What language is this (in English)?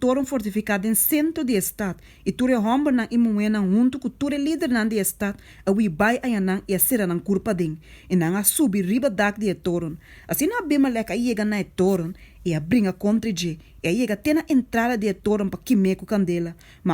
Papiamento